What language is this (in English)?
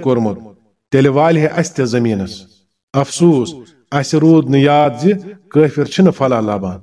Kashmiri